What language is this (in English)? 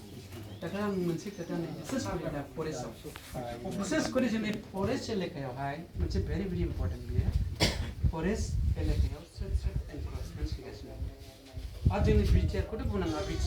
Bodo